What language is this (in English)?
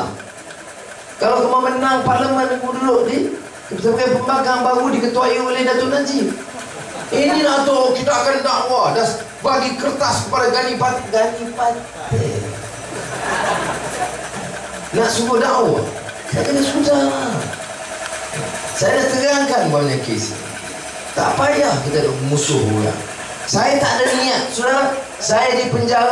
Malay